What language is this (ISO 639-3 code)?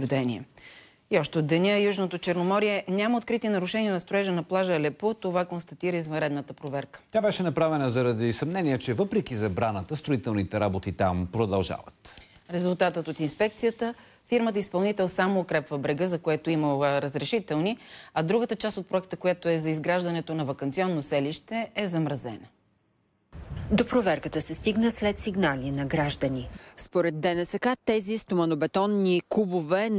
bul